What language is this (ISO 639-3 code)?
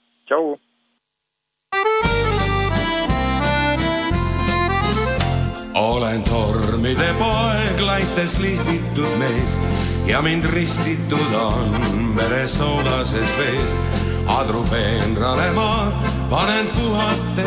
est